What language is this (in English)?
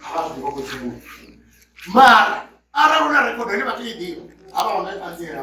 Venda